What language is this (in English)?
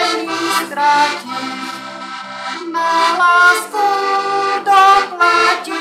Slovak